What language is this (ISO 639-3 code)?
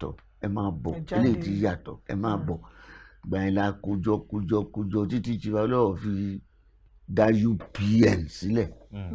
yor